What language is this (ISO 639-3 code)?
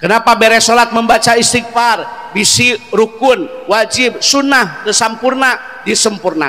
sun